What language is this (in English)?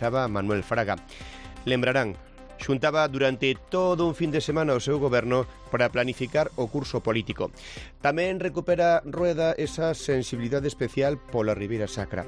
Galician